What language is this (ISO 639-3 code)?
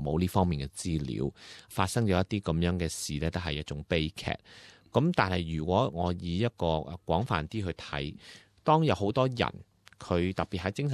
yue